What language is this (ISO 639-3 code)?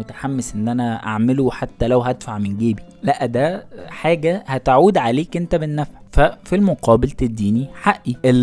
arz